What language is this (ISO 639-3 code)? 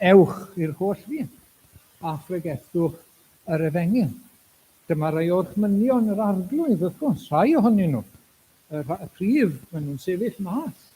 cym